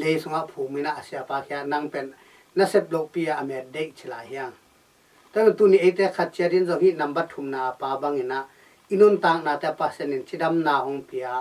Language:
Tedim Chin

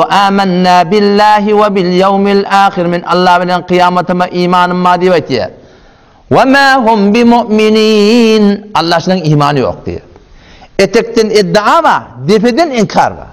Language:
Turkmen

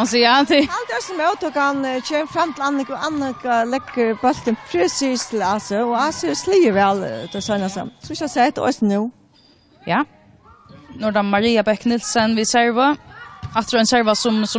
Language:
Faroese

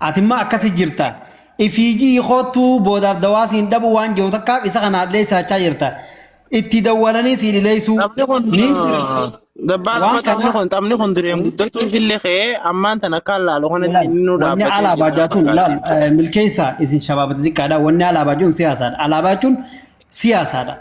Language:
Oromo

